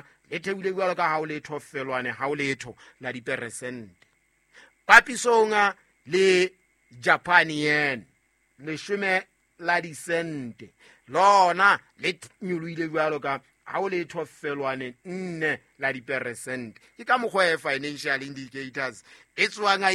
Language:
Southern Sotho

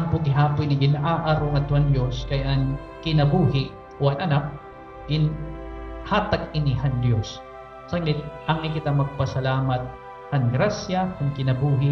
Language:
Waray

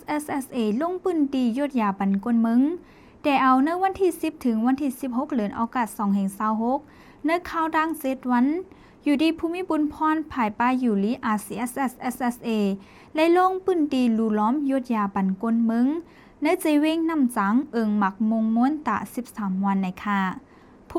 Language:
Shan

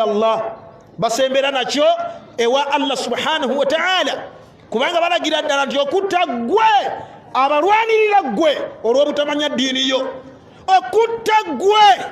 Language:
Ganda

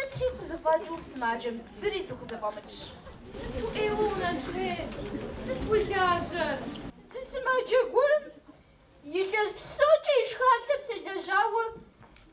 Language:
Kabardian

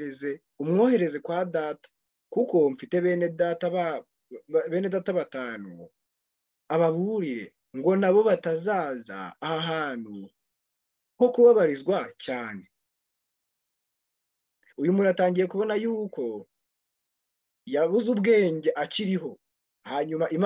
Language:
Kinyarwanda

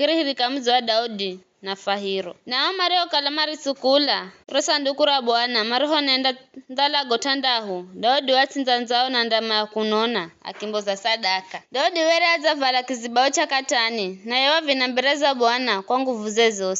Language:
Giryama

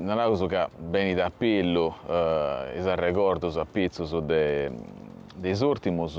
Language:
Sardinian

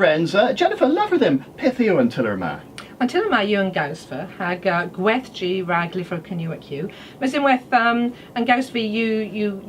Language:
Cornish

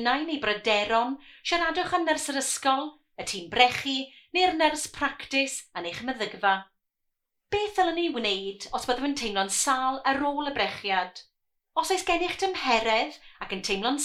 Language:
Welsh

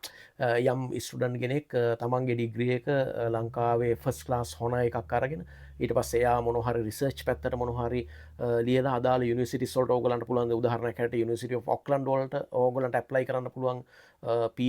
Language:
Sinhala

